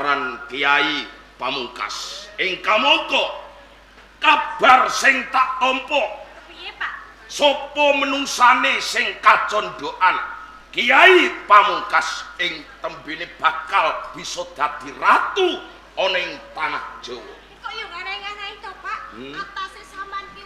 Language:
Javanese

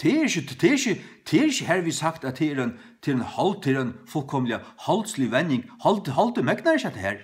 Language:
Faroese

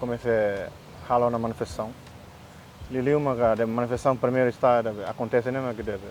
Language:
Tetum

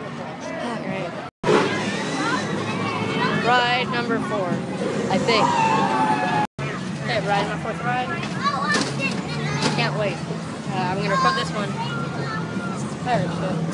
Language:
English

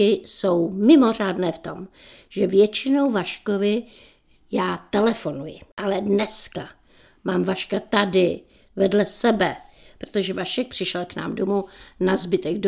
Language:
Czech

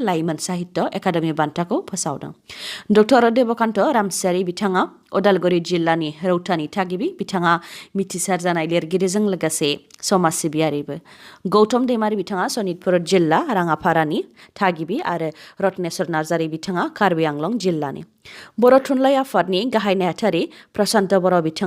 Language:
Bodo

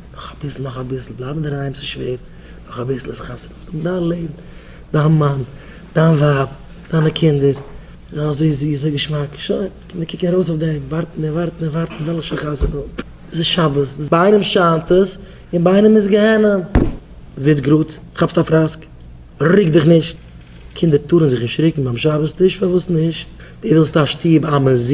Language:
Yiddish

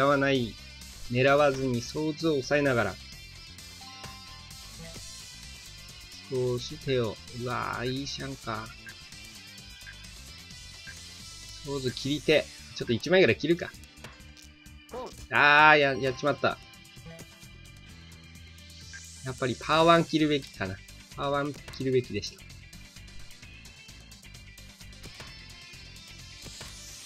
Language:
Japanese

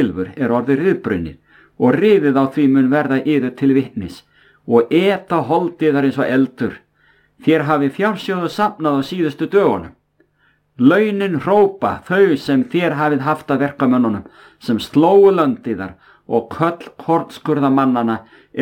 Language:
Icelandic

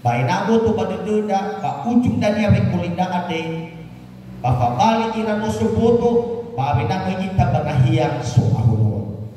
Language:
Nias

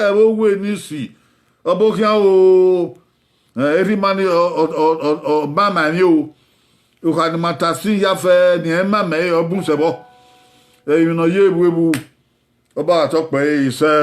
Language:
Bini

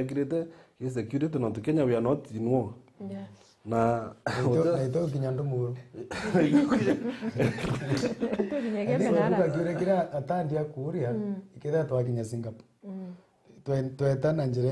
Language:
Meru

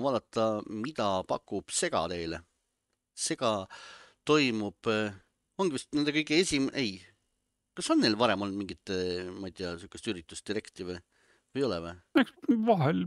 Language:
Estonian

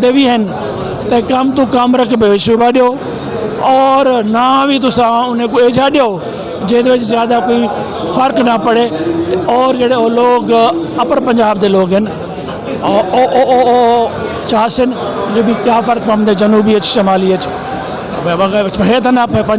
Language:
Saraiki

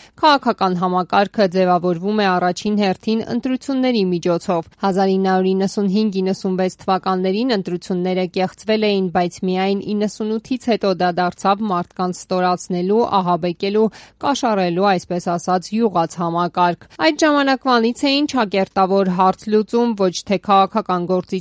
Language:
Armenian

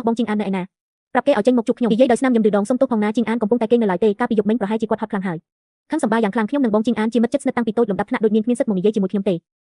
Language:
Khmer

